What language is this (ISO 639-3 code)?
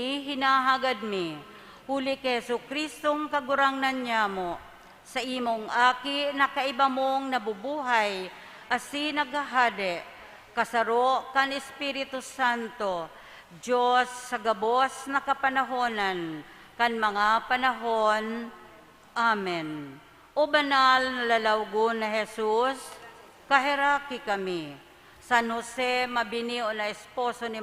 bik